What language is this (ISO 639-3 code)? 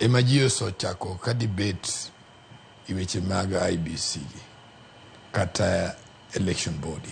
luo